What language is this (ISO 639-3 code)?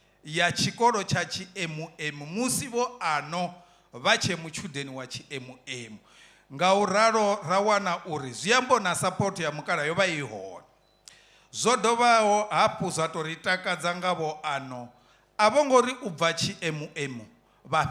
ven